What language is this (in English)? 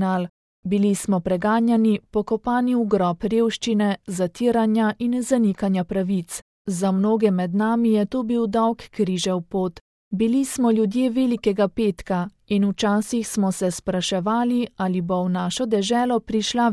Slovenian